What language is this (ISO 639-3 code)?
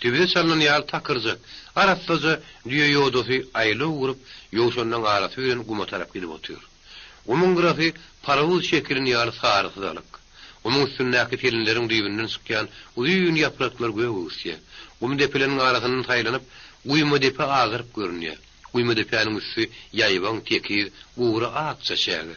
tuk